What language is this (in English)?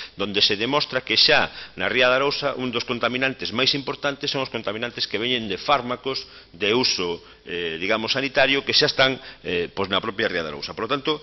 Galician